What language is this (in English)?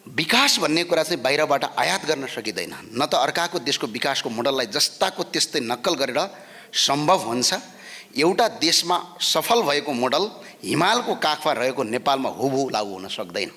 Nepali